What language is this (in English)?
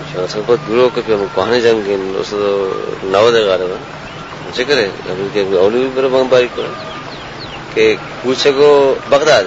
Baluchi